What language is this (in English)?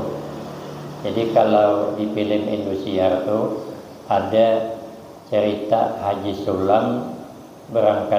Banjar